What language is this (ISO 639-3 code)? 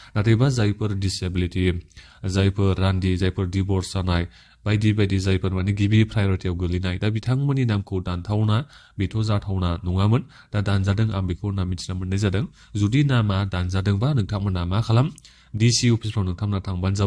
brx